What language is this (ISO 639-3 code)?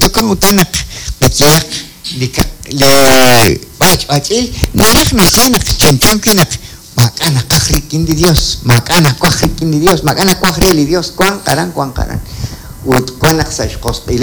kek